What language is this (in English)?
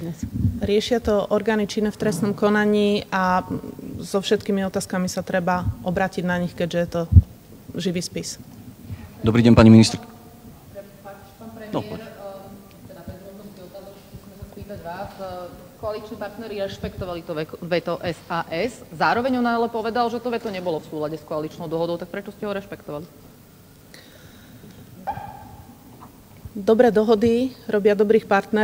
Slovak